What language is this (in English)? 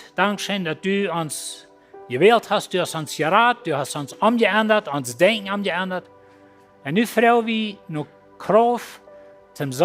Plautdietsch